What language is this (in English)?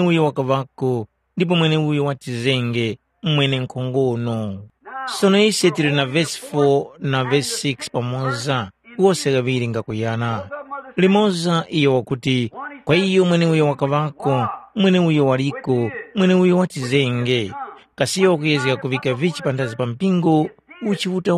Tumbuka